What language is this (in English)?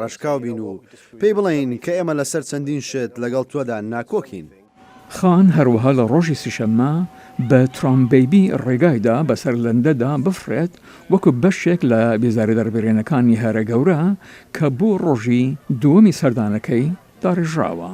Central Kurdish